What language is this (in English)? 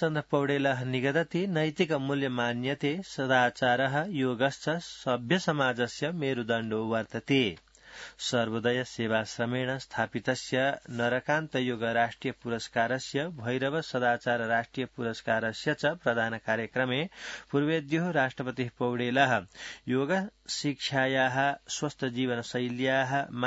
Sanskrit